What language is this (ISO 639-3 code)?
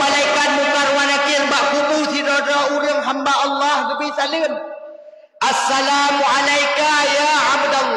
ace